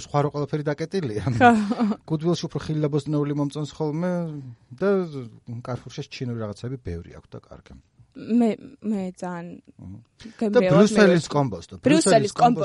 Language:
Georgian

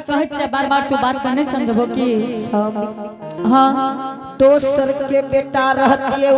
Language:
Angika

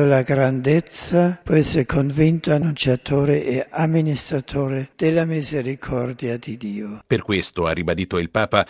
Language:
Italian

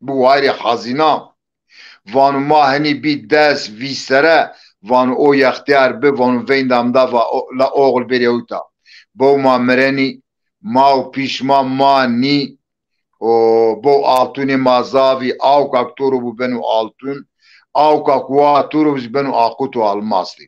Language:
Zaza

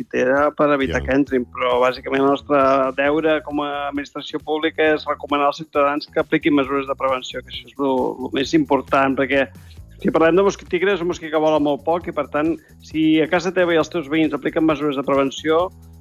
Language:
Catalan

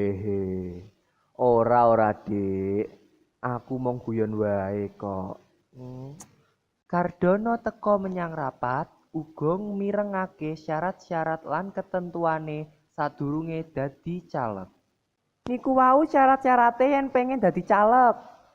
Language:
Javanese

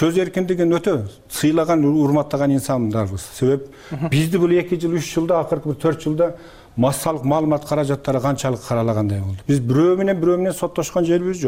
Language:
Kyrgyz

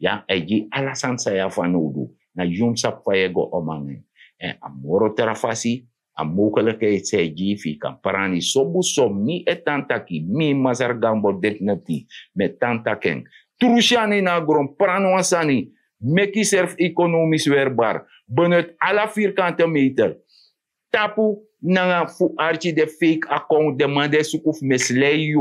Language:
Sranan Tongo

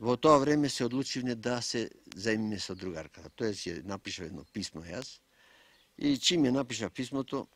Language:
Macedonian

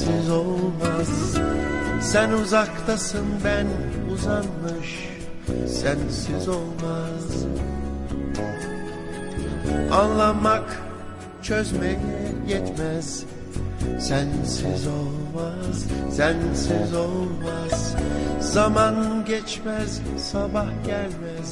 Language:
Turkish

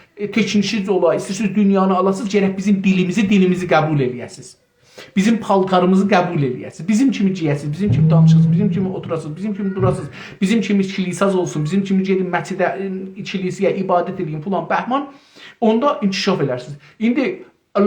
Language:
South Azerbaijani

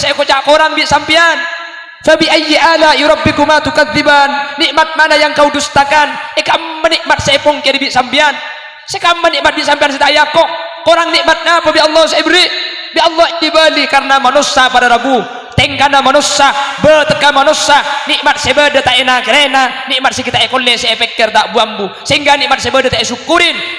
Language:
Madurese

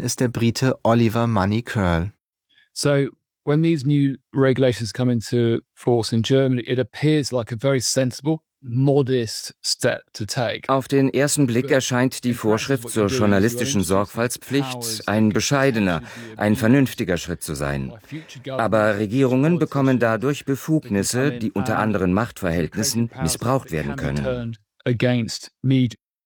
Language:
German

